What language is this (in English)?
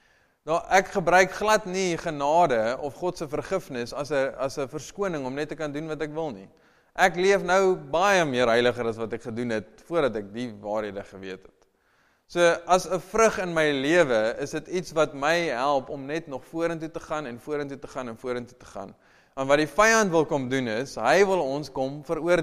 Afrikaans